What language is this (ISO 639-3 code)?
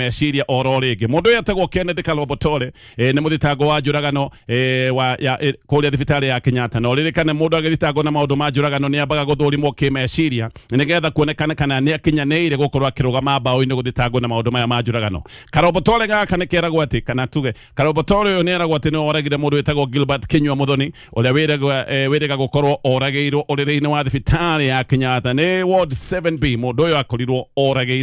kik